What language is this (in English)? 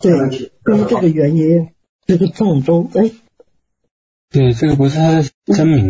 Chinese